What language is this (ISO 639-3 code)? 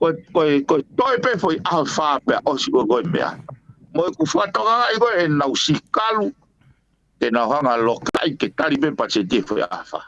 ton